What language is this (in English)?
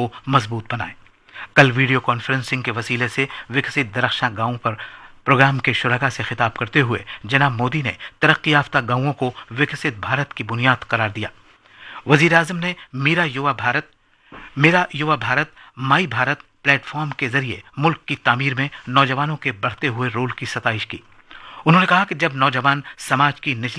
Urdu